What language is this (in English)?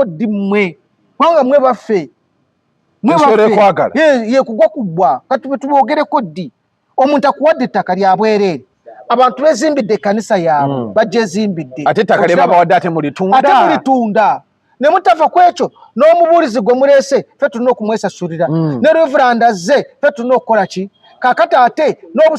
Ganda